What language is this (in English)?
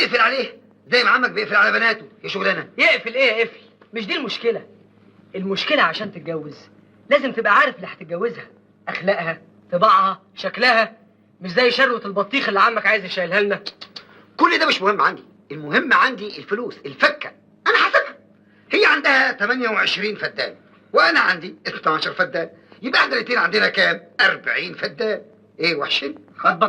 Egyptian Arabic